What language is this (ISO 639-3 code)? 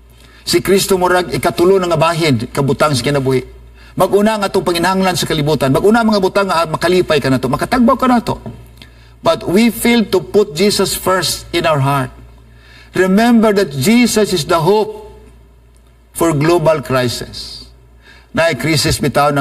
ceb